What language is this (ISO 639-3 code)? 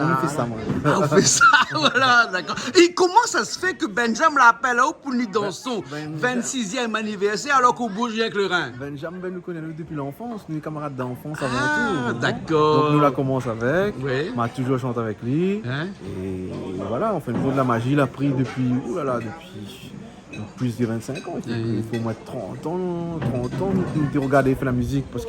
rcf